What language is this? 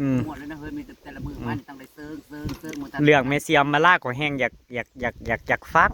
Northeastern Thai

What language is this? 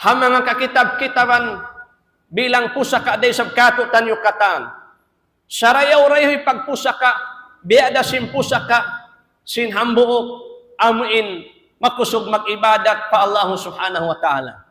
Tausug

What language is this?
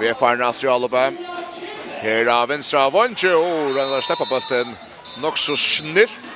Faroese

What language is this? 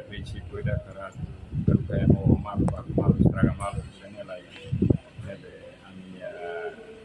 Tetum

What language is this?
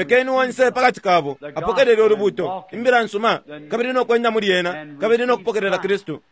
Bemba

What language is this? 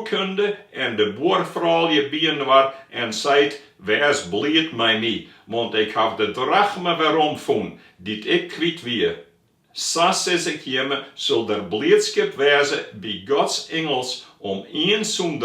Western Frisian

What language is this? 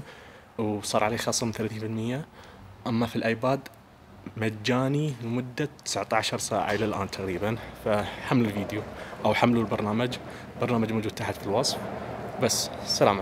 Najdi Arabic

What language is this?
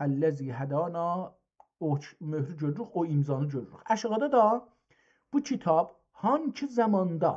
South Azerbaijani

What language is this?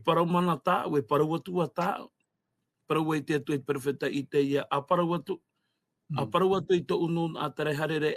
Tahitian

